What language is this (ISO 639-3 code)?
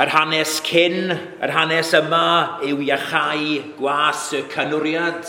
cym